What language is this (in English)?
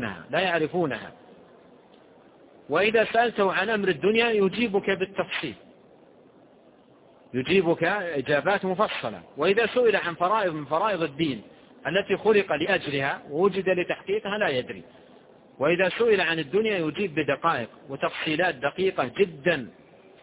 Arabic